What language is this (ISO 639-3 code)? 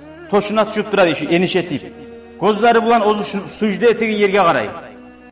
kum